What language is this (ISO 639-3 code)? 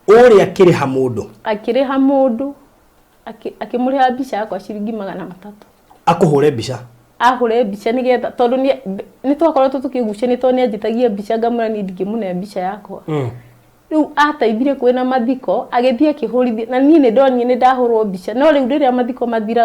kik